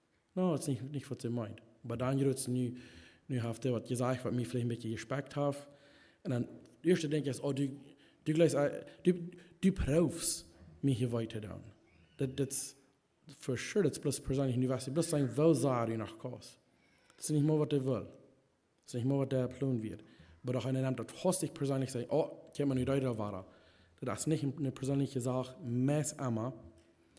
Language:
Plautdietsch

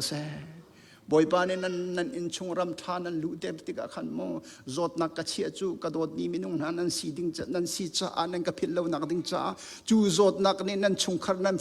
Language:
Hakha Chin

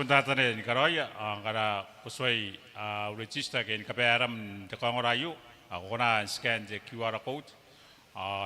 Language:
Gilbertese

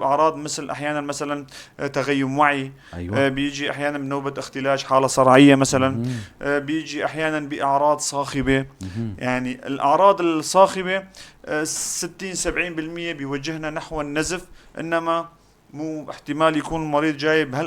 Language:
North Levantine Arabic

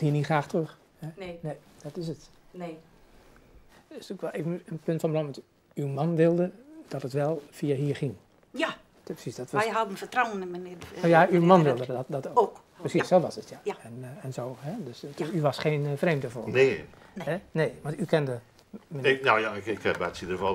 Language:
Dutch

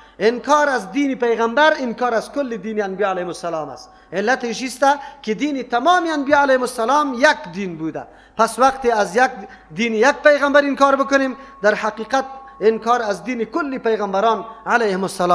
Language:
Persian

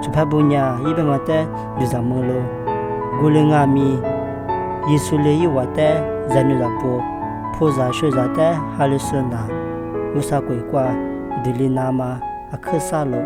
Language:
Lisu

